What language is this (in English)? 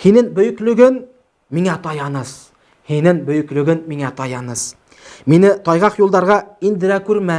Bashkir